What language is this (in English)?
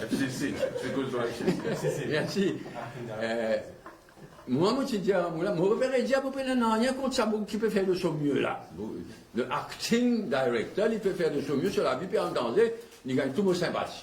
Morisyen